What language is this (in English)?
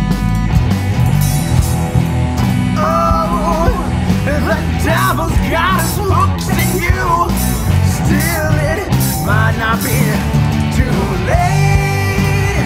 English